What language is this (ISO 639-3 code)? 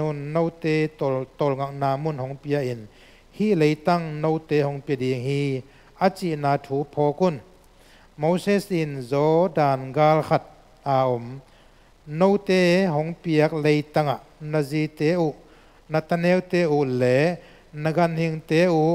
ctd